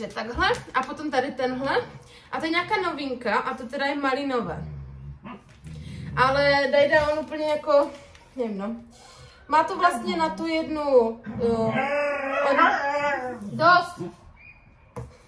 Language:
Czech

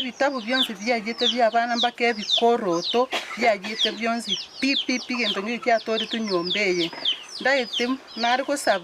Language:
Gusii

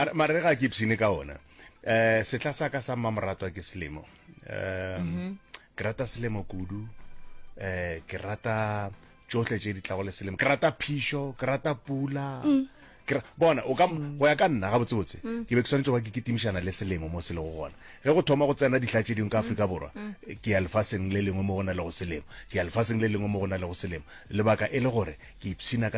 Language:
Northern Sotho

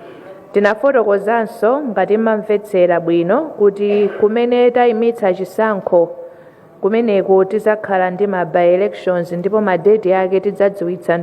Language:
Nyanja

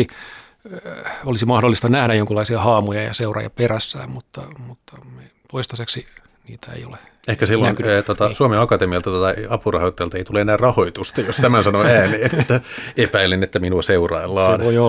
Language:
Finnish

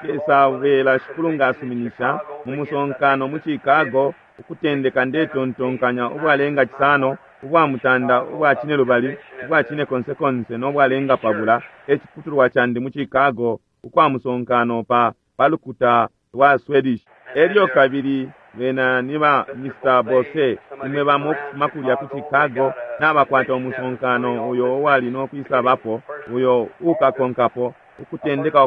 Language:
Bemba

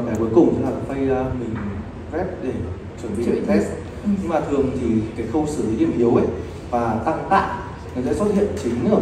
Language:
Vietnamese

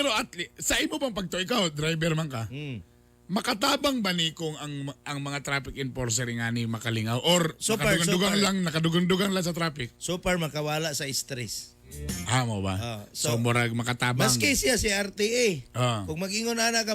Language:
Cebuano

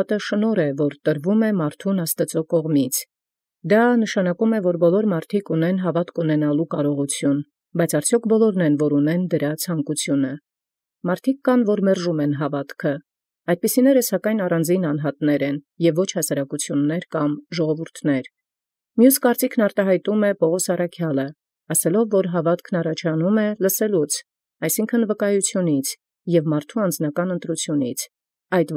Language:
Armenian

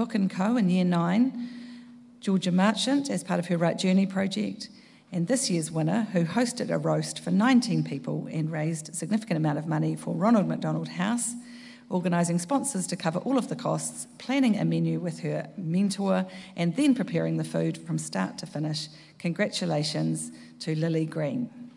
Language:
English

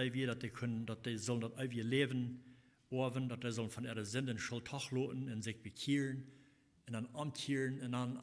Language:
Plautdietsch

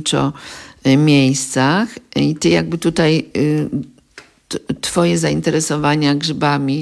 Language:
Polish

